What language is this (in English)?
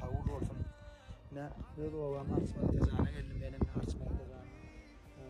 Turkmen